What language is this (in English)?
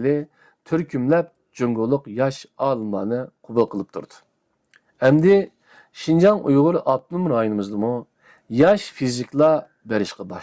Uyghur